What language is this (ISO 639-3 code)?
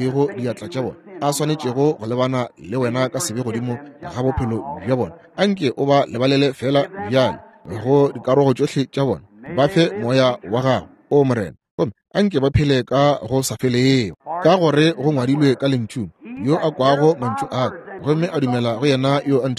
nso